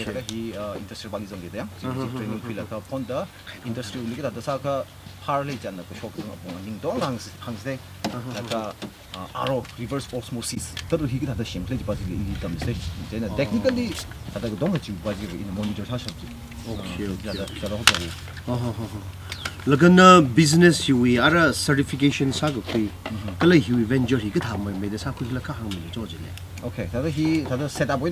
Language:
Tangkhul Naga (India)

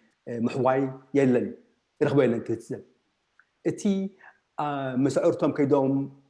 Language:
Tigrinya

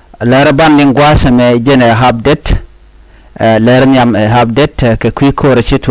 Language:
Nuer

